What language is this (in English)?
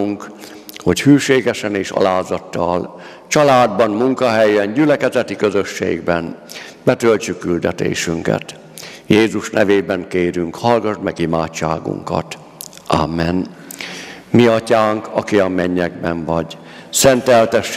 Hungarian